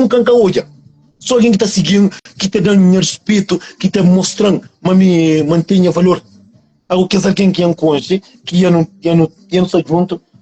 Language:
Kabuverdianu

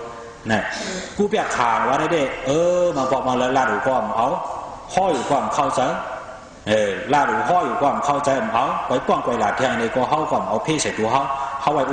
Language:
Shan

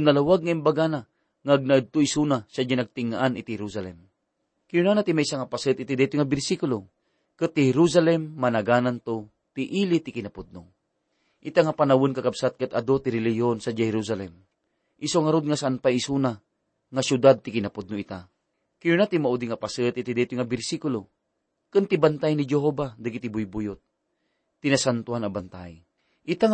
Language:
Iloko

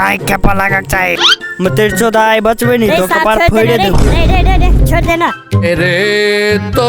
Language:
Maithili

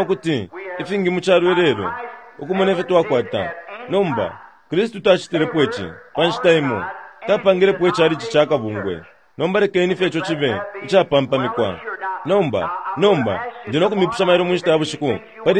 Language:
Bemba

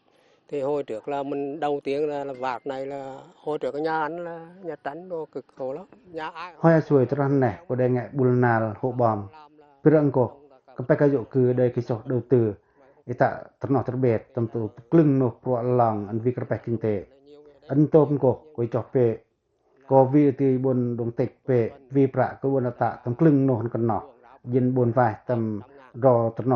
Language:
Pacoh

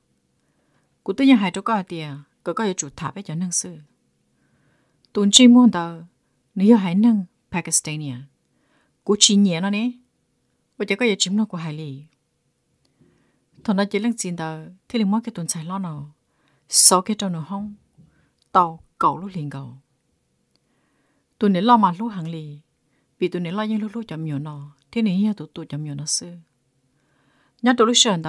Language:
Vietnamese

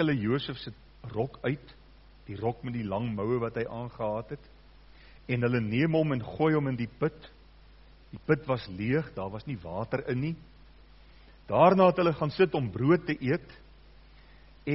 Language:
Afrikaans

